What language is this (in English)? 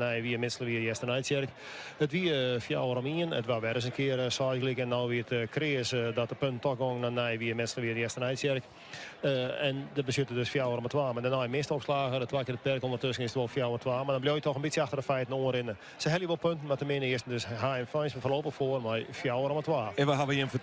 Western Frisian